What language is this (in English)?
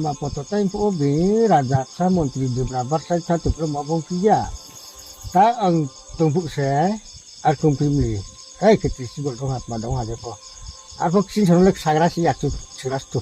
Riang (India)